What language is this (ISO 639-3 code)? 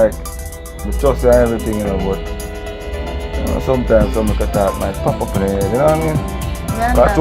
jam